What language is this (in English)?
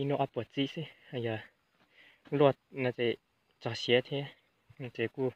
Hmong